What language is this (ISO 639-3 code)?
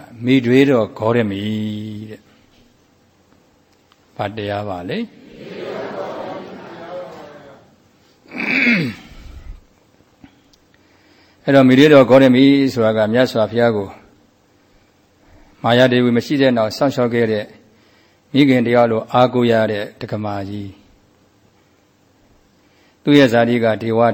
mya